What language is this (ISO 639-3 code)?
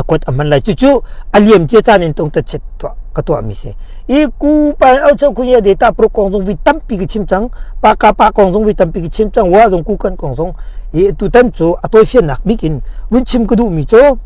cnh